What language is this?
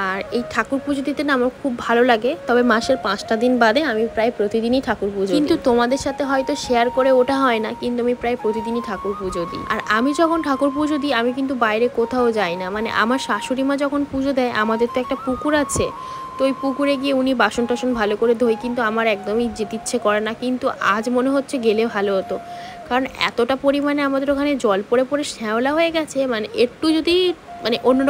Bangla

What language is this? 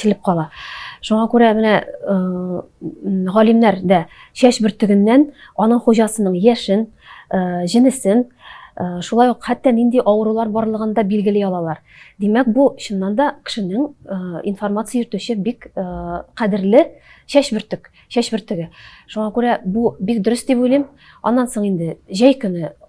Tatar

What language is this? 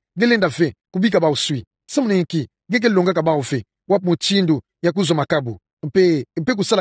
Kituba (Democratic Republic of Congo)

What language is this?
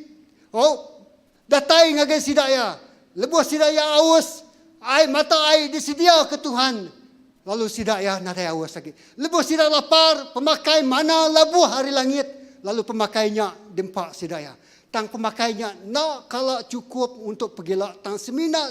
Iban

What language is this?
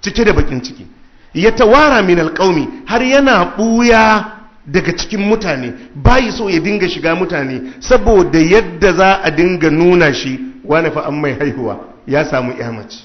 Hausa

